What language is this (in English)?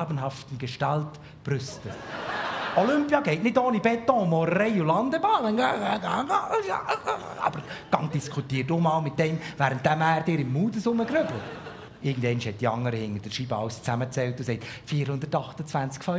Swiss German